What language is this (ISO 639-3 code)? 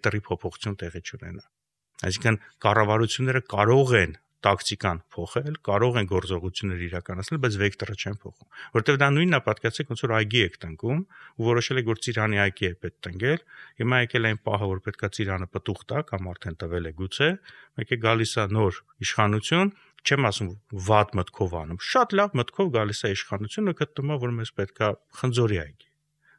hye